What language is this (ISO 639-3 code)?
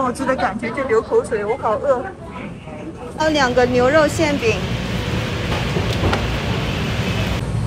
zho